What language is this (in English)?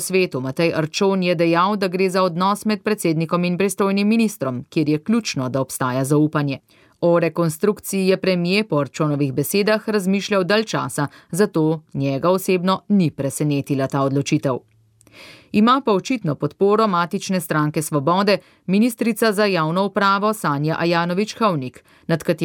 Slovenian